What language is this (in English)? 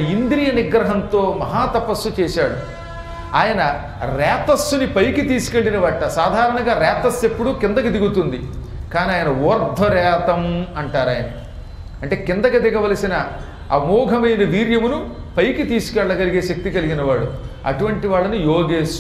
Telugu